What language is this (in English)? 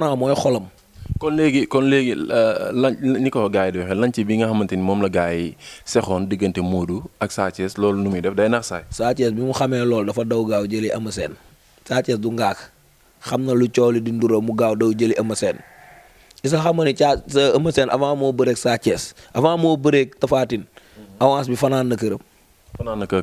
Wolof